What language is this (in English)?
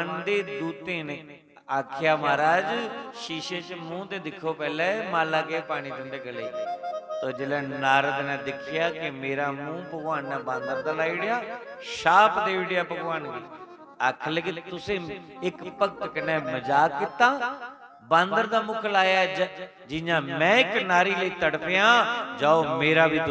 Dogri